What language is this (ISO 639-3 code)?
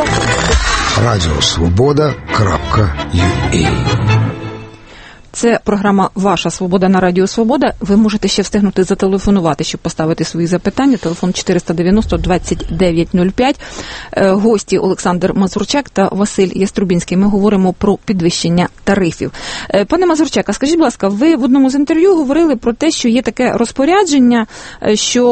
ukr